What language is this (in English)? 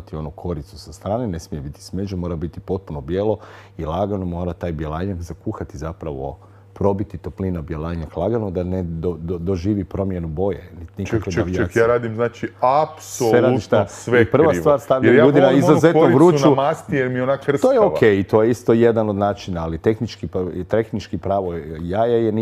Croatian